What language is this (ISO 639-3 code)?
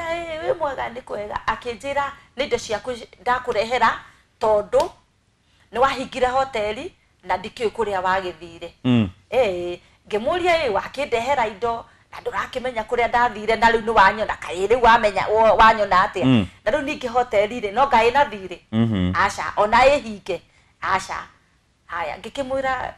kik